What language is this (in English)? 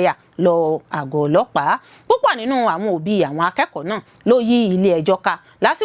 Yoruba